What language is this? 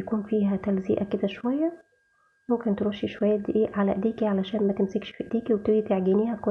Egyptian Arabic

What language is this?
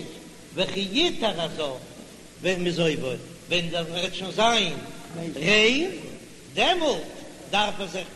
Yiddish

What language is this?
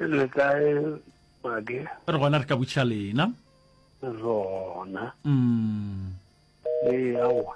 Northern Sotho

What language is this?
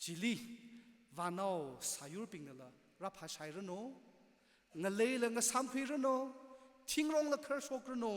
Tangkhul Naga (India)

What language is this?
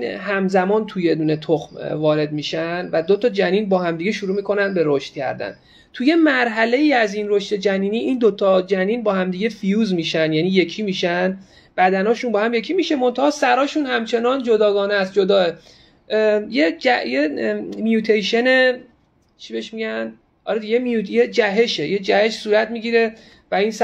Persian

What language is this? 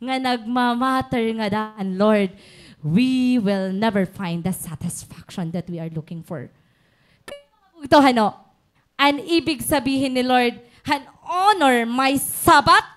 Waray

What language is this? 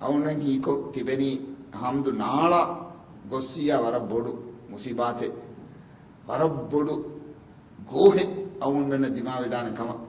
Divehi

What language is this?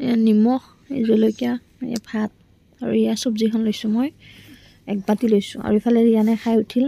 Assamese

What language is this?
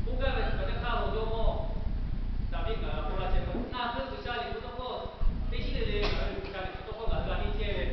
Lahu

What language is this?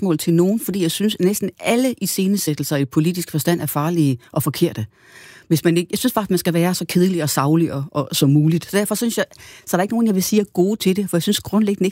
Danish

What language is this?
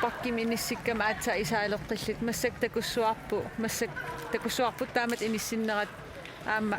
Kalaallisut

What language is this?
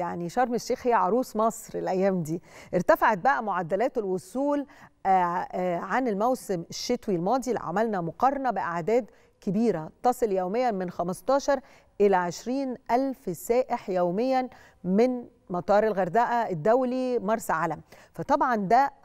Egyptian Arabic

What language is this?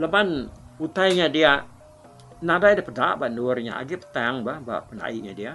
Iban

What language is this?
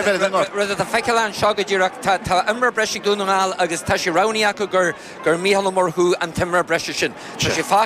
Irish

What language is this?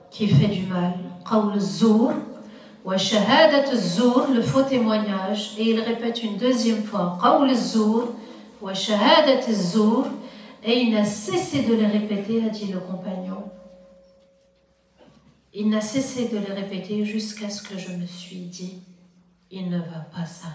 French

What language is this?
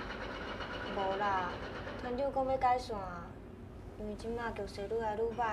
Min Nan Chinese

